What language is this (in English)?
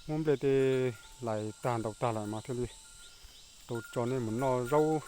Hmong